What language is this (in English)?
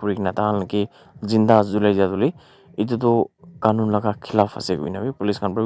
Naga Pidgin